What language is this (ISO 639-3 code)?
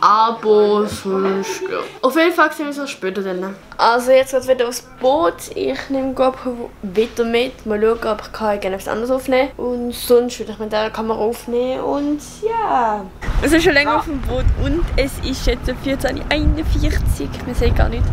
gsw